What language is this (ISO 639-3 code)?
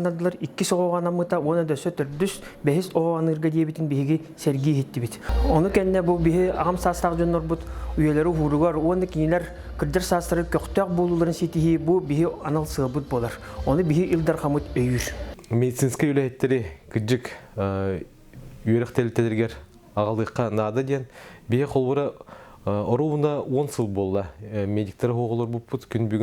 sah